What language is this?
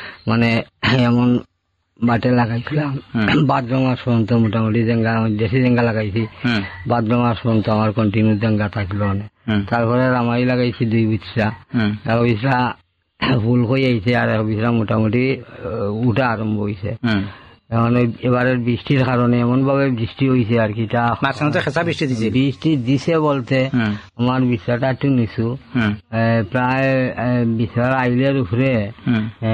Bangla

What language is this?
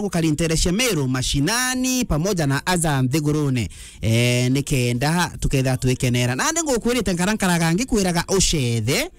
Meru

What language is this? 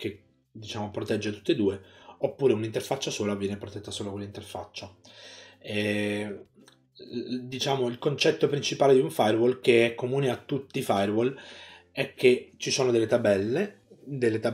Italian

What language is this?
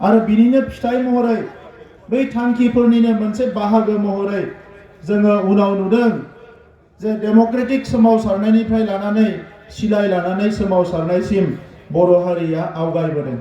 Bodo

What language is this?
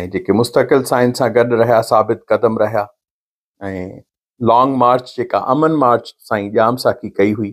Sindhi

